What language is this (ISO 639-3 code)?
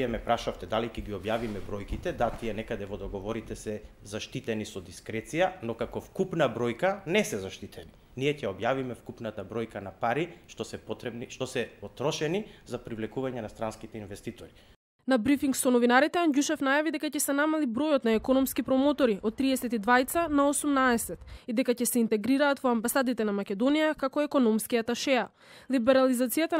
mkd